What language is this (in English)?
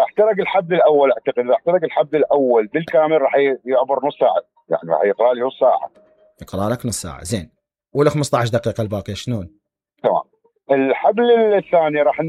Mesopotamian Arabic